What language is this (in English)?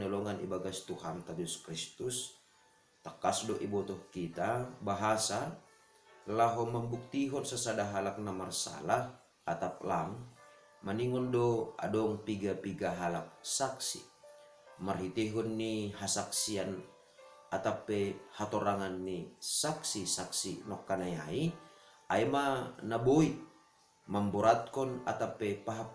Batak Simalungun